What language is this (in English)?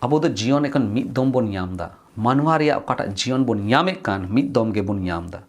Santali